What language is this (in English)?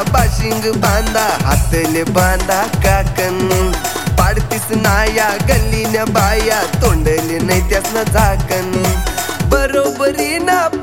Marathi